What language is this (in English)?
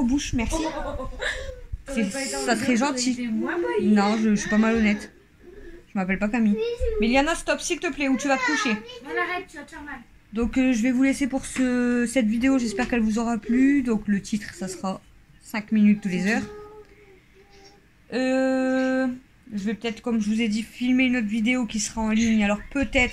French